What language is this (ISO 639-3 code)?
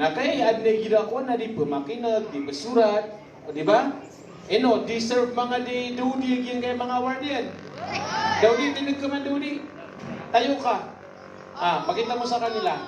mrw